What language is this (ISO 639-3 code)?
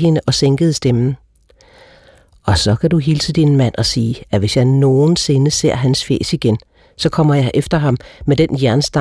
dan